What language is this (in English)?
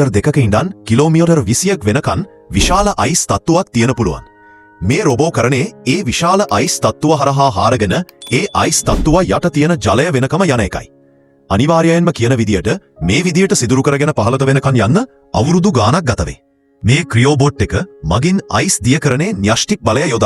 Sinhala